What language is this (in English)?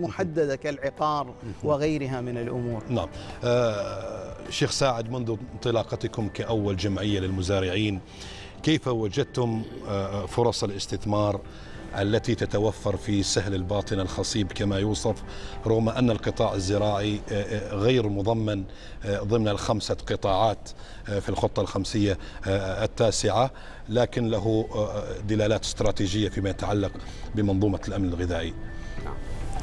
Arabic